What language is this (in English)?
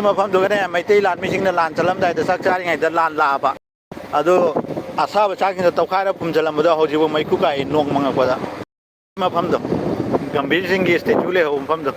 Manipuri